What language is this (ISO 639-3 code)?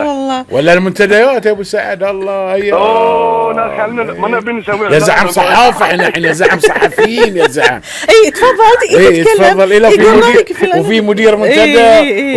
afb